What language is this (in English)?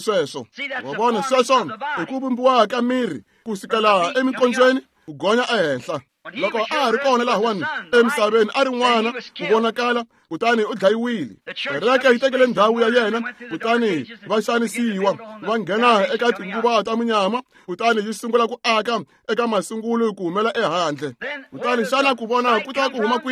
Tsonga